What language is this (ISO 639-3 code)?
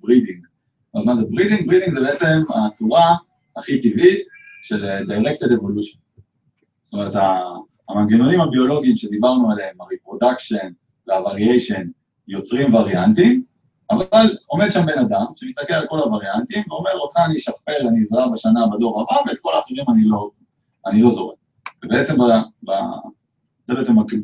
heb